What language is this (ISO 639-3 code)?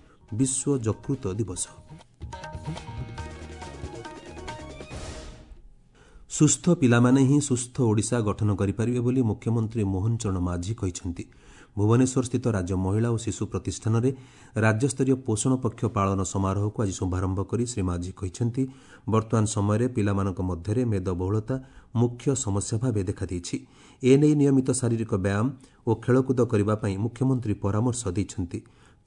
ori